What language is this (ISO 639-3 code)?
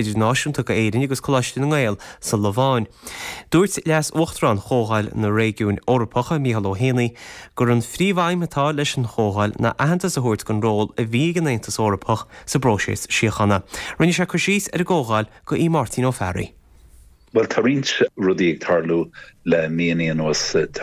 gle